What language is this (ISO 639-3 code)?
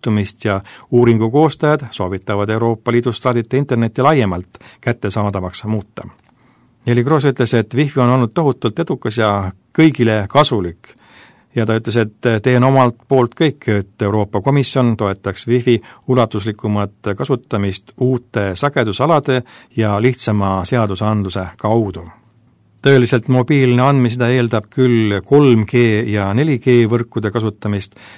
est